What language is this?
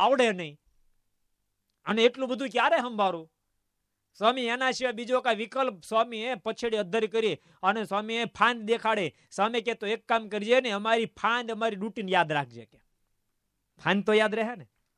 Gujarati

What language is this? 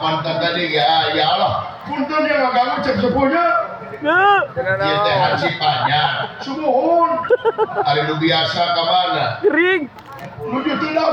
Sundanese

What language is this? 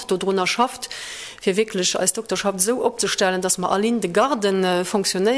Luxembourgish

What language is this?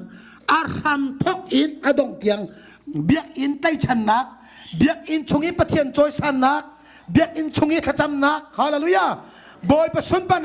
Hakha Chin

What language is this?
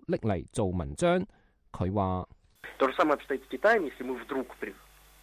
Cantonese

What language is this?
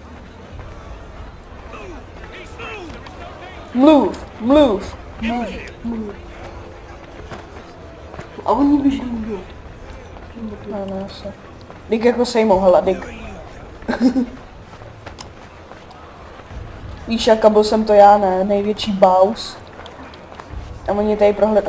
Czech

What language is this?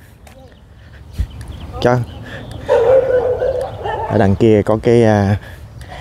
Vietnamese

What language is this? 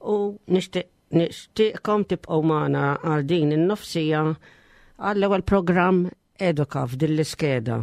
Maltese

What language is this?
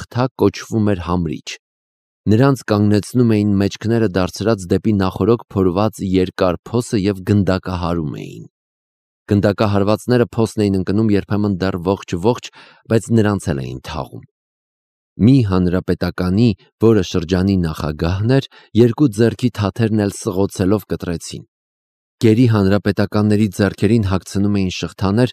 Armenian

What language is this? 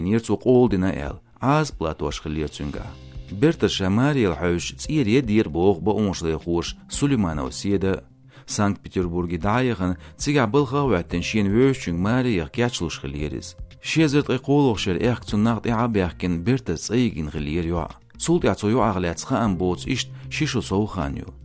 Chechen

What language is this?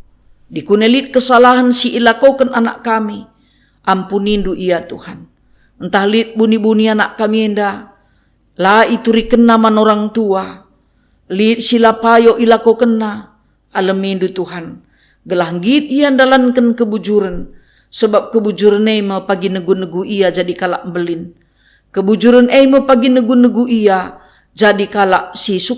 Batak Karo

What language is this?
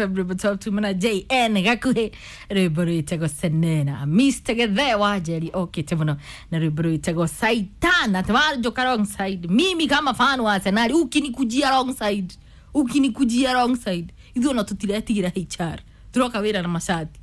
Kikuyu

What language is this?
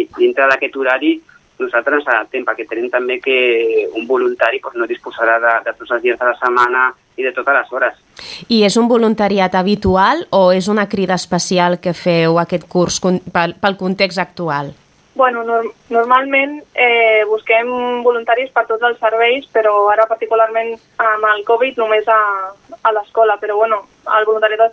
Catalan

